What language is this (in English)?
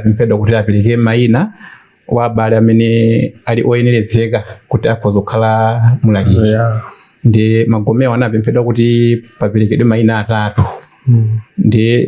Nyanja